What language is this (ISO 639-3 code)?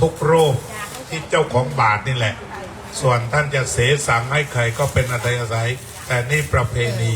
pli